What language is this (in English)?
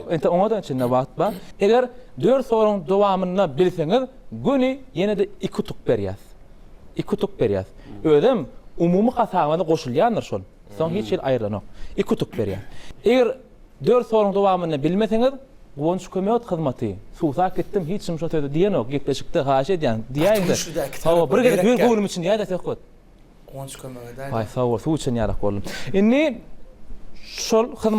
Turkmen